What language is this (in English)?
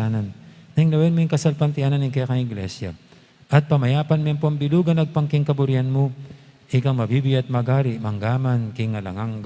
Pampanga